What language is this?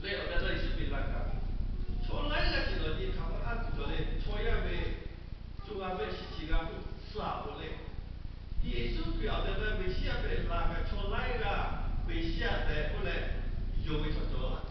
Lahu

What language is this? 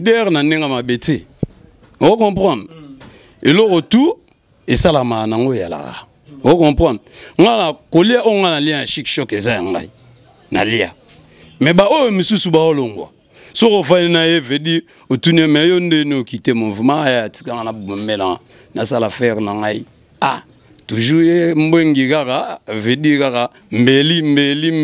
Lingala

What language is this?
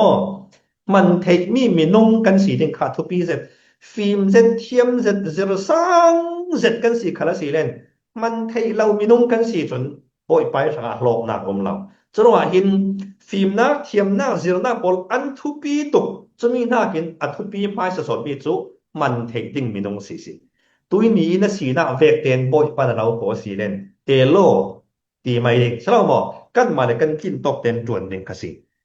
Falam Chin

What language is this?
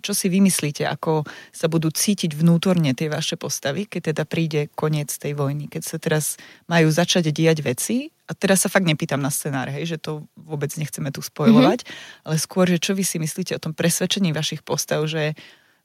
Slovak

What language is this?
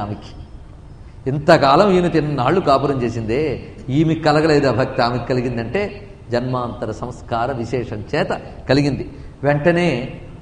Telugu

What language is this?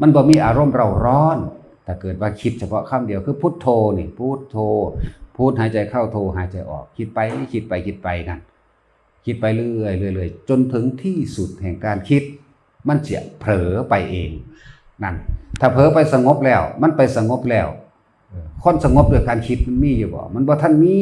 Northeastern Thai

